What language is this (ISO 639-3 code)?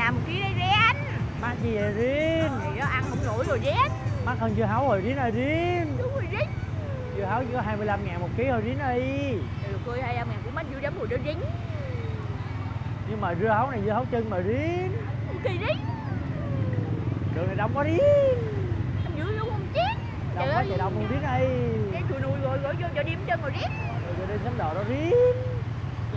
vie